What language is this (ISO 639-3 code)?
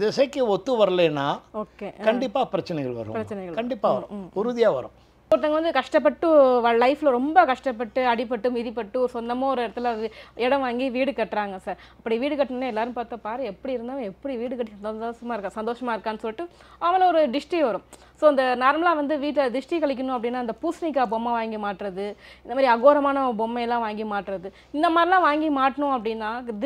tam